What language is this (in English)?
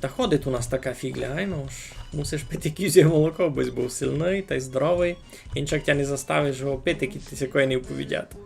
Rusyn